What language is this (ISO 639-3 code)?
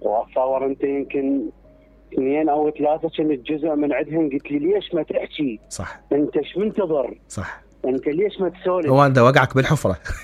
acm